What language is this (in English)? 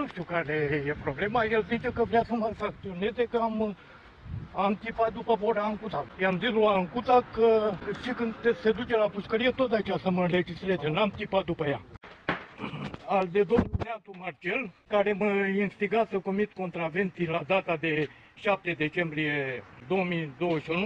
Romanian